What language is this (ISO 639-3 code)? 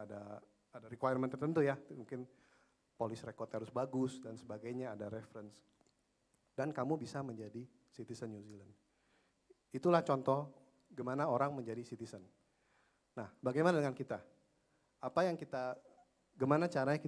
ind